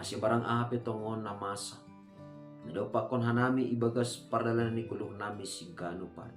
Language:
Batak Simalungun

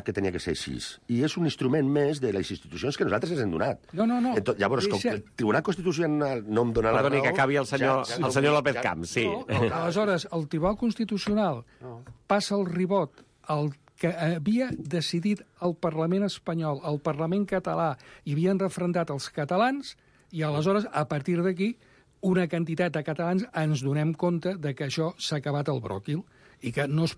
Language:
Catalan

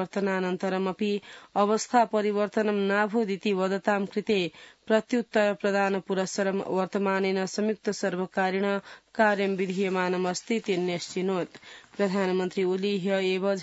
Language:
Sanskrit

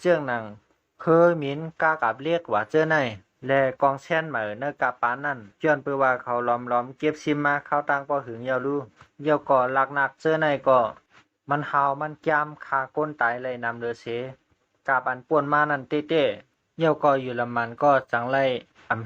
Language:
Shan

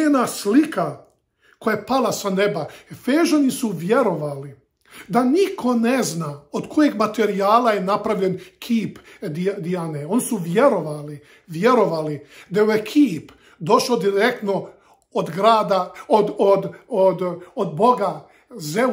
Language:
Serbian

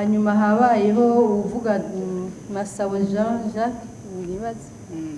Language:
Rundi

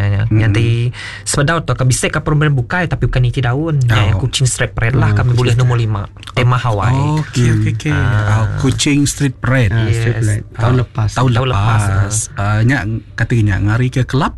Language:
Iban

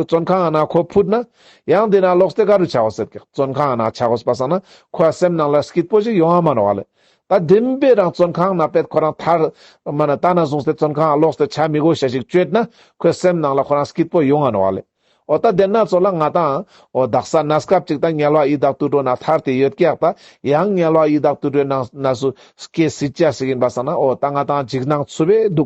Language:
Ladakhi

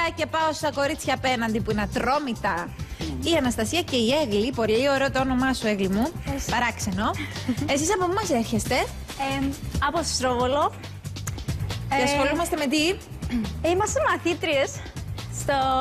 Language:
Greek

